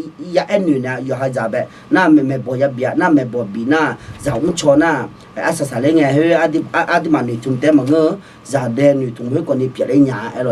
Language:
Akha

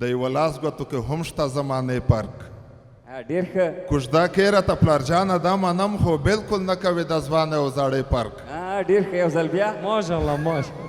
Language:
Pashto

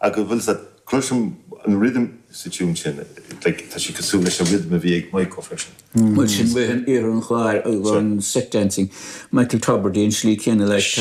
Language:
Irish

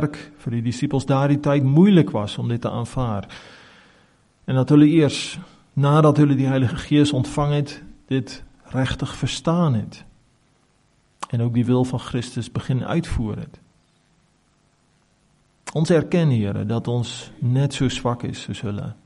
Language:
Afrikaans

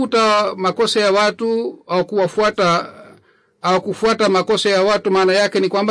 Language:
Swahili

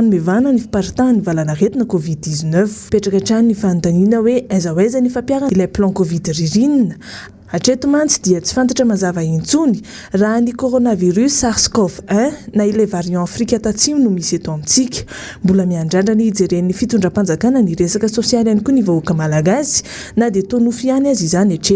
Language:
Malagasy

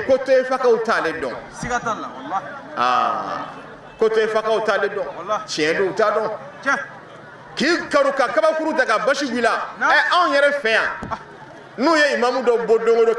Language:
Bambara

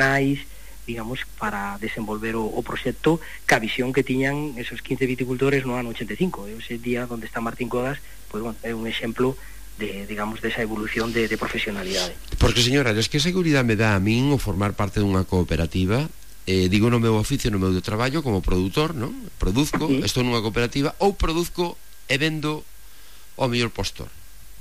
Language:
Galician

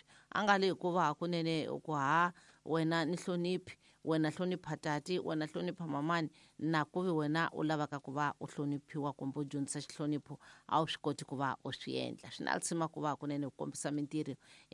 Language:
Tsonga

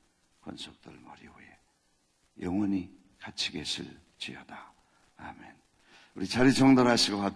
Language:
Korean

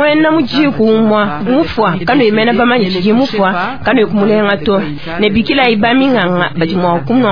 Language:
Luba-Lulua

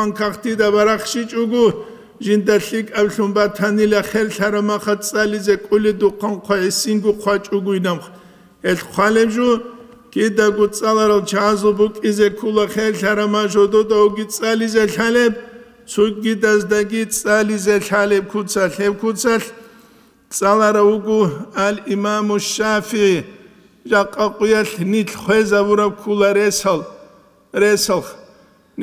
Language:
Avaric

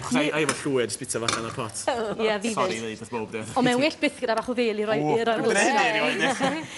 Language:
Welsh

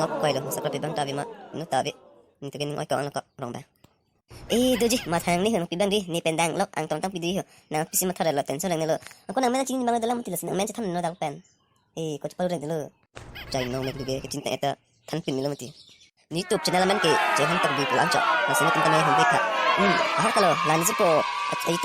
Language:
Karbi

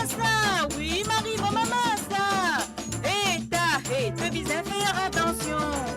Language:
Morisyen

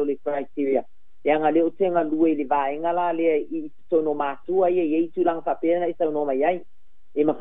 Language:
Samoan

